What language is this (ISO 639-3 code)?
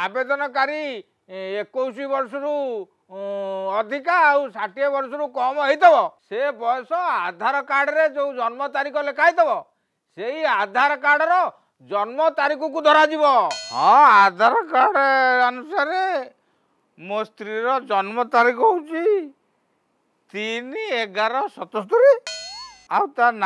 ori